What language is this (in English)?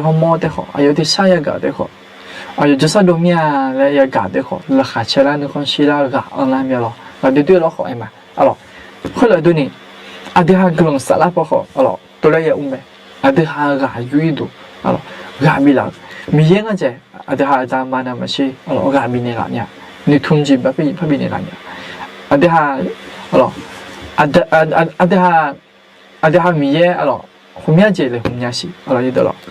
Akha